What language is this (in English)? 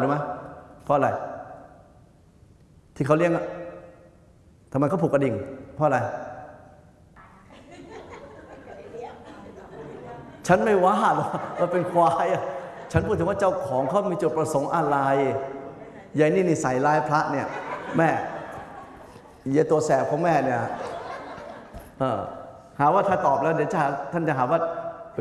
Thai